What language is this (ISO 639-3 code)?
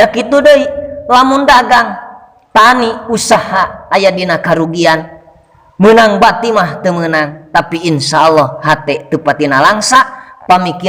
sun